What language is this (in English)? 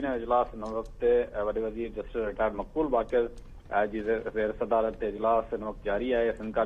Sindhi